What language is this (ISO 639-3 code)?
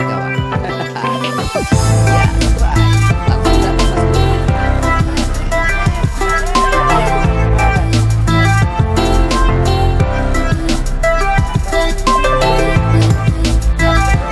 ind